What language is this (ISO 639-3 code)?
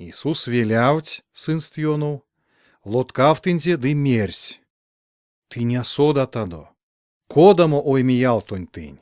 myv